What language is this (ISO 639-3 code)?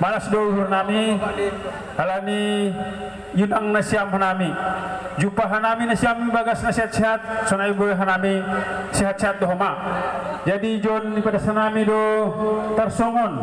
bts